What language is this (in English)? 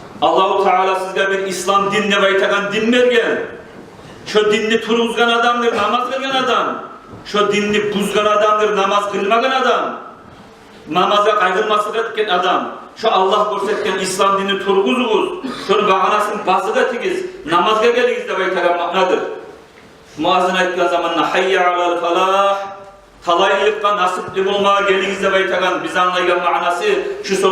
Kumyk